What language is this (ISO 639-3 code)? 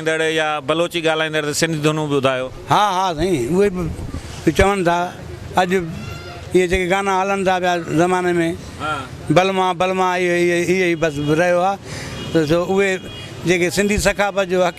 snd